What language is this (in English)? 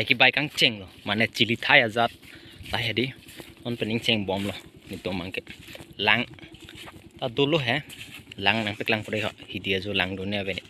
Karbi